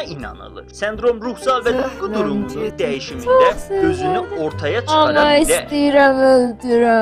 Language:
South Azerbaijani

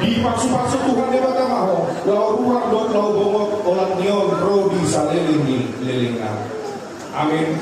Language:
Batak Toba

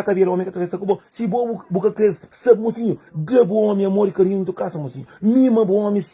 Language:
Kabuverdianu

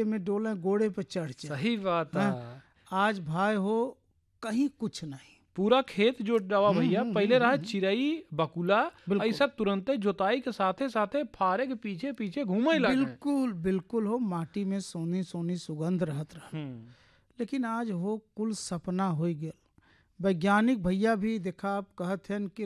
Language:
Bhojpuri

